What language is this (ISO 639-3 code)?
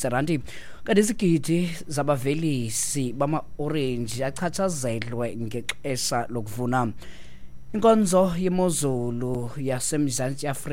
xho